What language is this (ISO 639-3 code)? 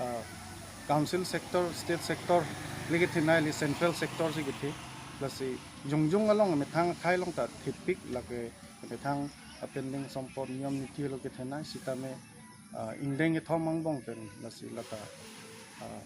mjw